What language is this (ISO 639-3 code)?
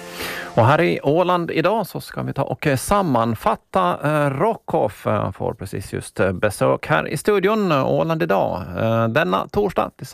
swe